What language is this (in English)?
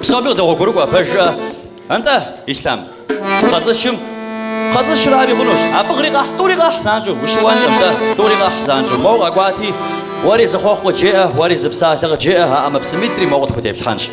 Kabardian